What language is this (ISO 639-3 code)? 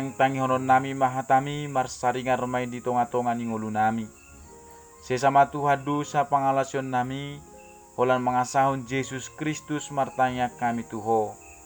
bbc